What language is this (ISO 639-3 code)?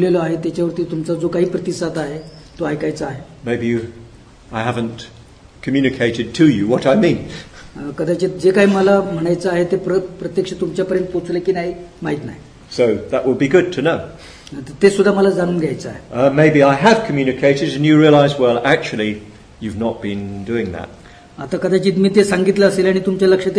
mar